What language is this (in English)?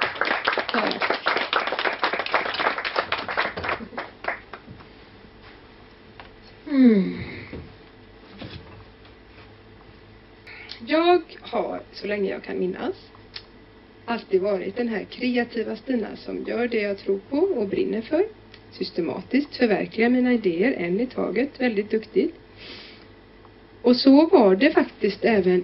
Swedish